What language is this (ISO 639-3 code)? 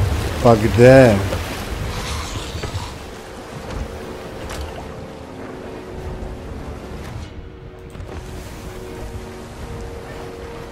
srp